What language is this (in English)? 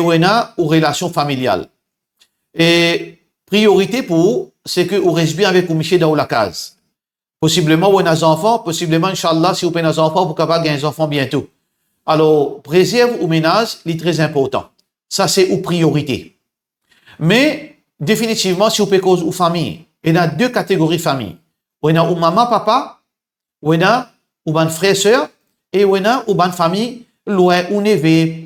Morisyen